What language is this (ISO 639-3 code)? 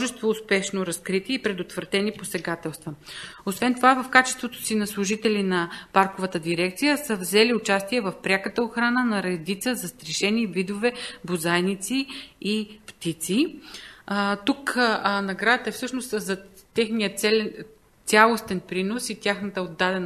bul